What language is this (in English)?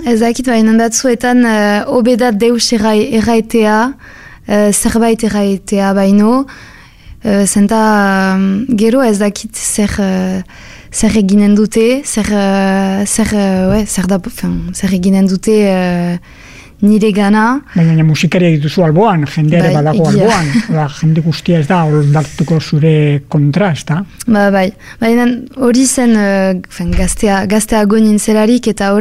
Basque